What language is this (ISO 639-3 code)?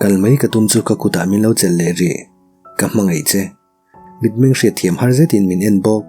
lus